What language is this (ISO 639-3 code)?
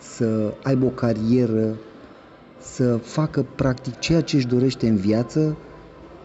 ron